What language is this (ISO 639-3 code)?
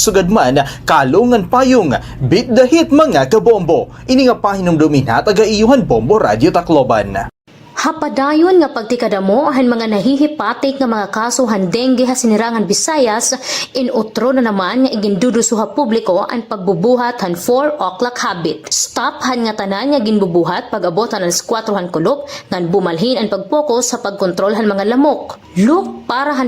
war